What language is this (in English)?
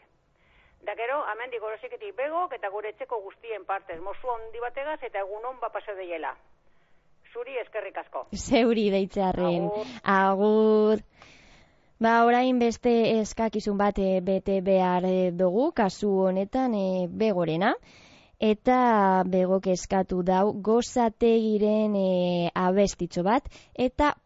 Basque